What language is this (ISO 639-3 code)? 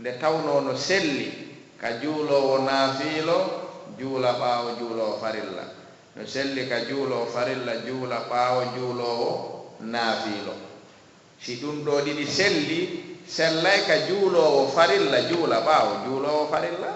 ful